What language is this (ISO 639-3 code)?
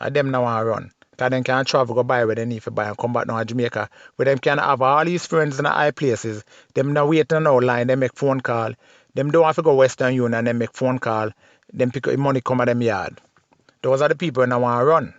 jam